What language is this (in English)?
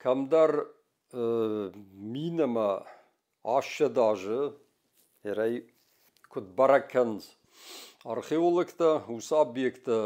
Ossetic